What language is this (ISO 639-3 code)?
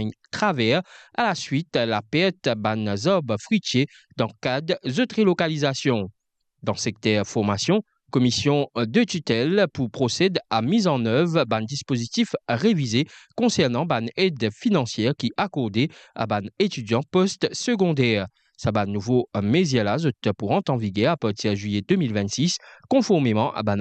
mfe